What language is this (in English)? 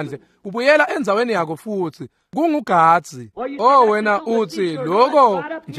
Swati